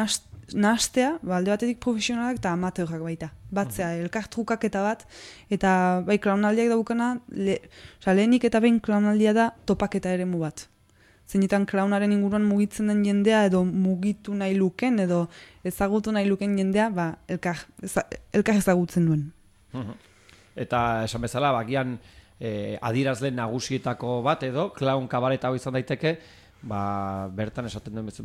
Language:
Basque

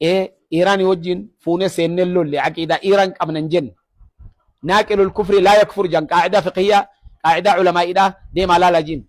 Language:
Oromo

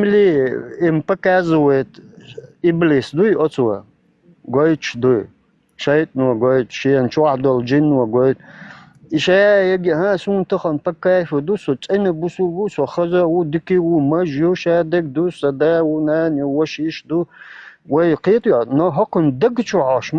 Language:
Chechen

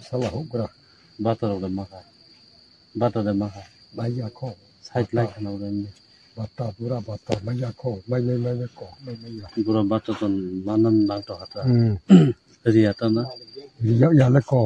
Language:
Kok Borok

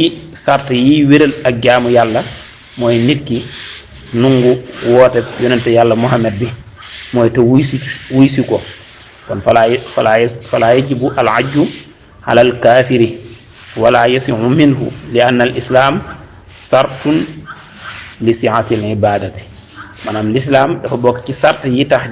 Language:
Wolof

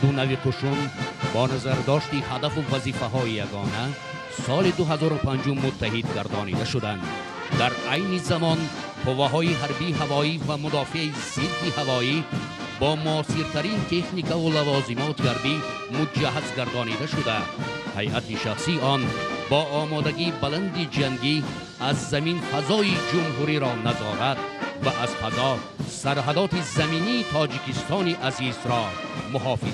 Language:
Tajik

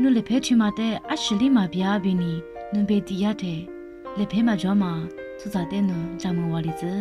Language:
Lisu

